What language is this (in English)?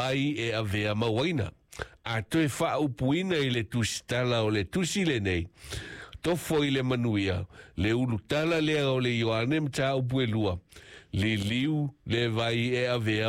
Samoan